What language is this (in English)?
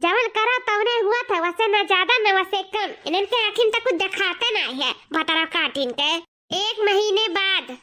Awadhi